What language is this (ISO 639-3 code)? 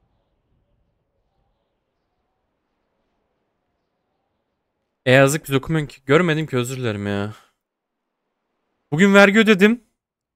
tur